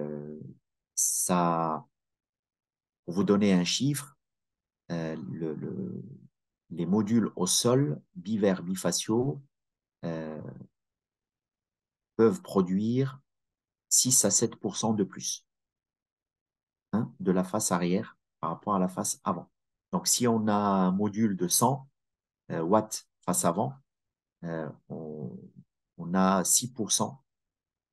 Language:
French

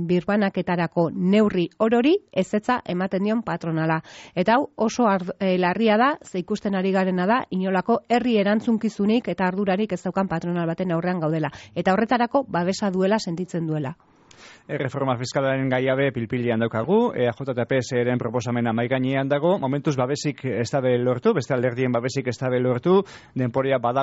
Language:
Basque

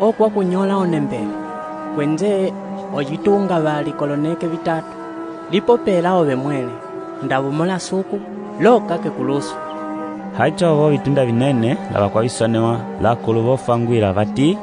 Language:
Umbundu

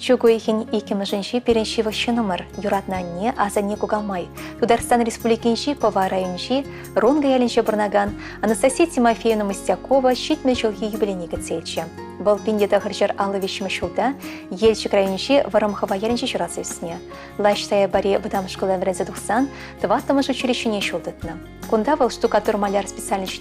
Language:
Chuvash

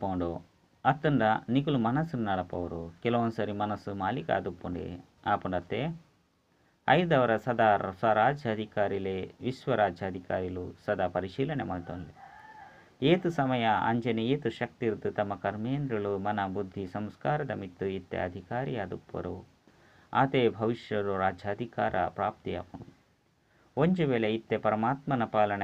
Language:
Tulu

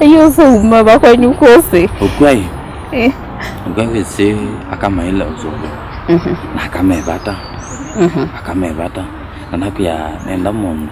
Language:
Kamba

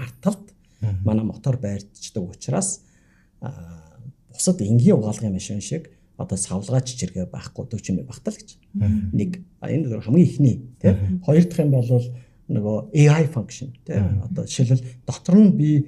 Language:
Mongolian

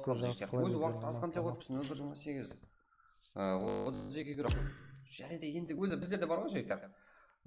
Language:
Kara-Kalpak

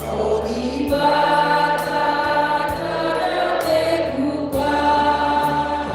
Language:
Batak Karo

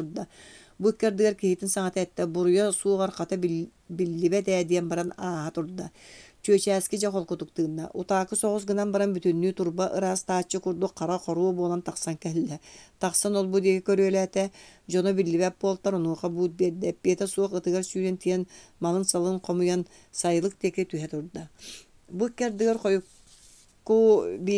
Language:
Yakut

